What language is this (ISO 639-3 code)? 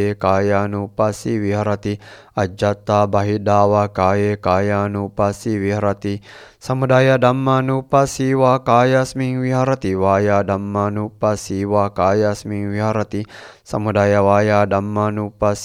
pli